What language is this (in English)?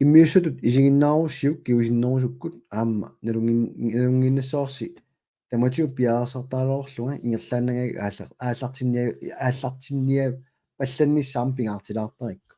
Kalaallisut